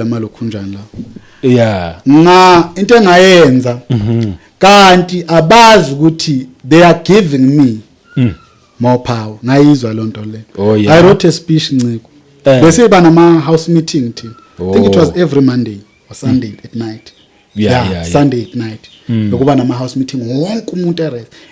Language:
Zulu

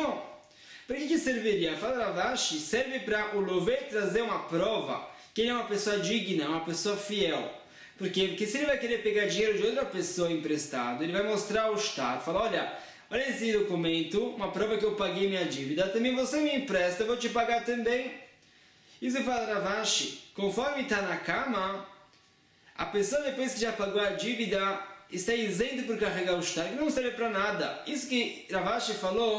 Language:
Portuguese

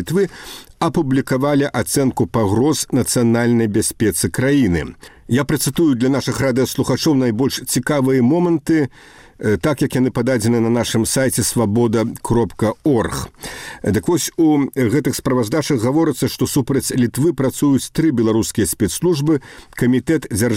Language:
Belarusian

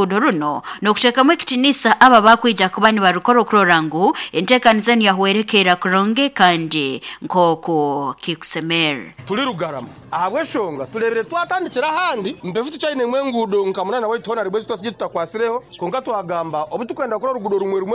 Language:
Nyoro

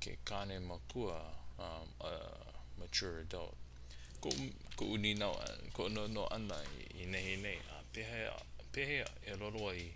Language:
Hawaiian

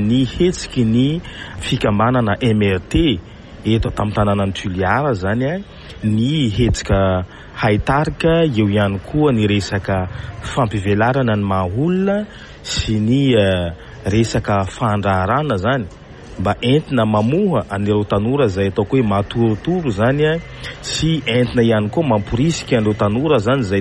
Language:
Malagasy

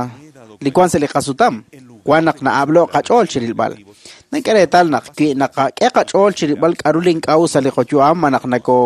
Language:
Kekchí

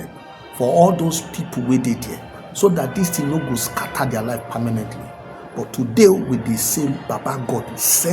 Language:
Nigerian Pidgin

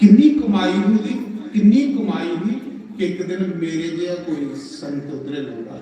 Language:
Dogri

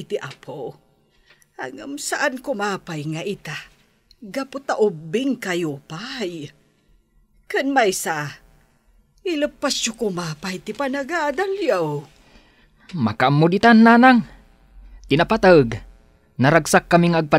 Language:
Iloko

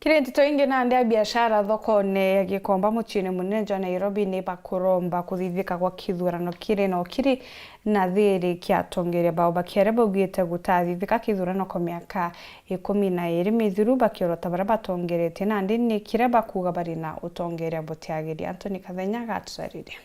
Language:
Meru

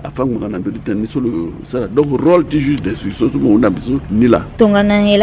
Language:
Sango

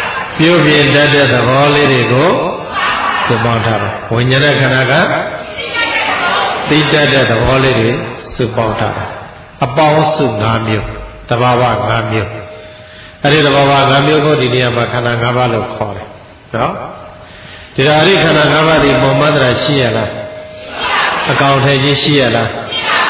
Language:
Burmese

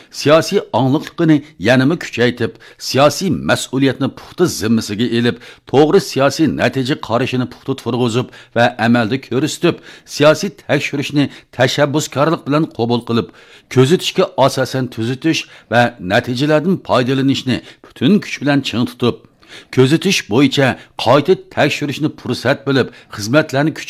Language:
Uyghur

